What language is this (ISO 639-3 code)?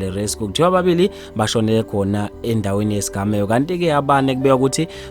zul